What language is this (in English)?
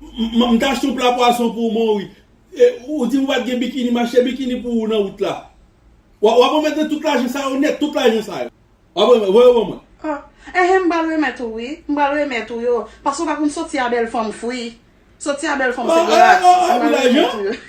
Haitian Creole